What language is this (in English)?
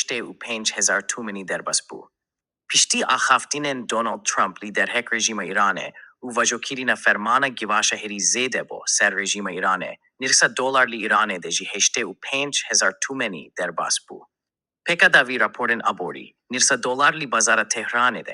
Kurdish